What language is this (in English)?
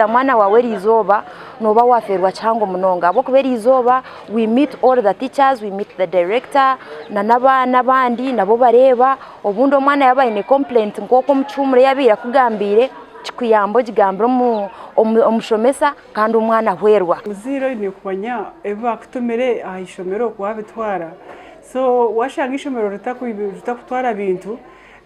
Nyankole